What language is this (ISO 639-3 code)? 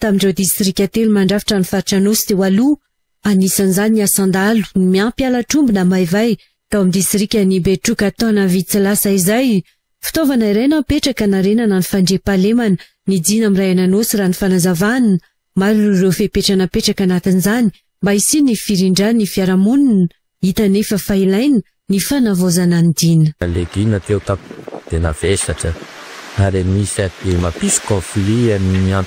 mlg